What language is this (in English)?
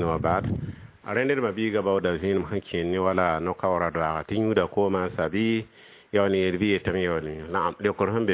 Mossi